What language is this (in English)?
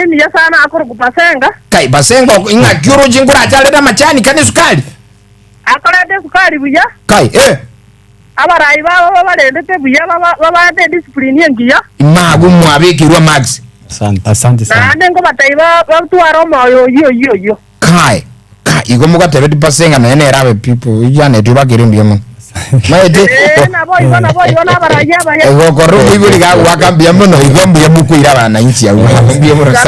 Gusii